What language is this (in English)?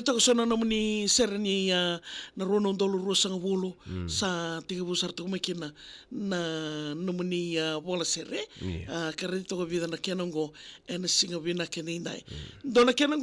Fijian